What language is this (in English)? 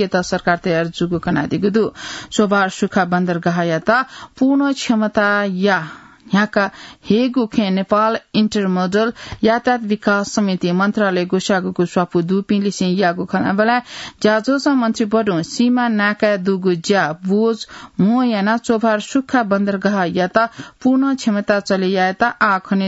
Newari